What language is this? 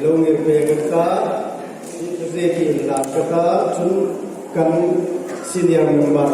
Hmar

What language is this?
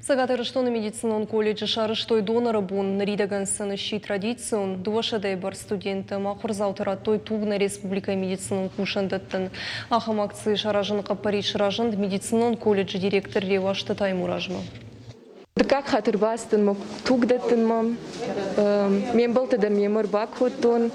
Ossetic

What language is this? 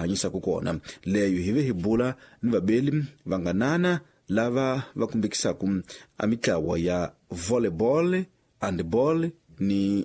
Tsonga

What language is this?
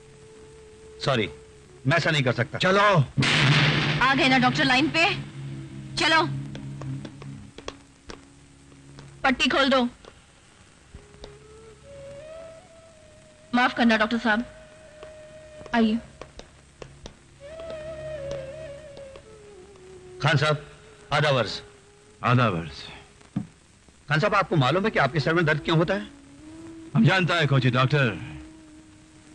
Hindi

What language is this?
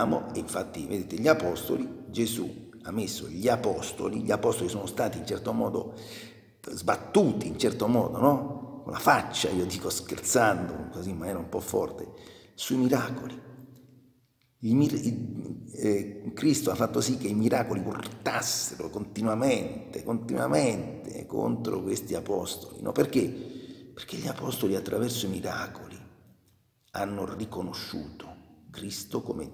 Italian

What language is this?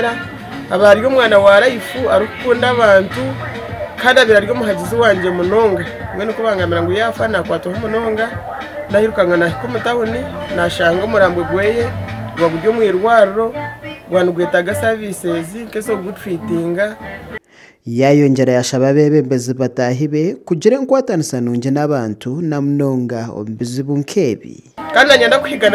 Nyankole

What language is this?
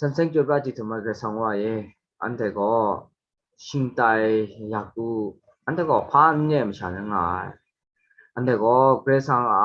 Kachin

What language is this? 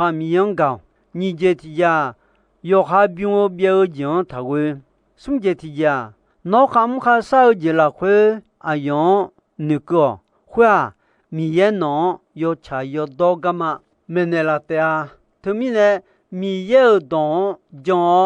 Akha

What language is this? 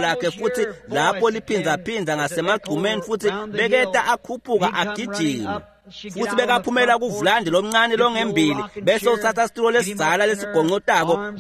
Swati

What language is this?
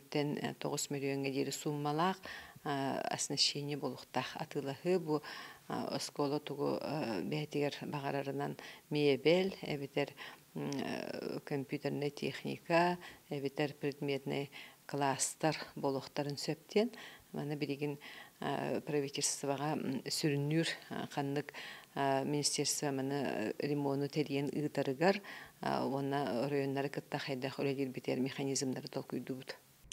Yakut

